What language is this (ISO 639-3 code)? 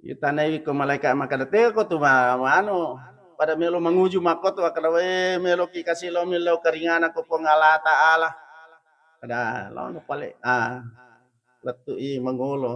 bug